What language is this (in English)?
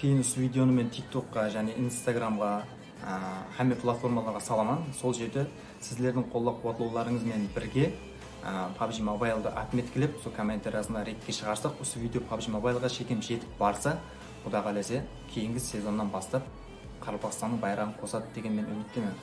Kara-Kalpak